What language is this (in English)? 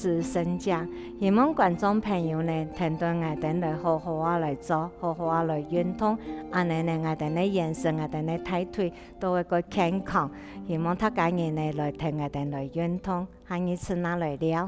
Hakka Chinese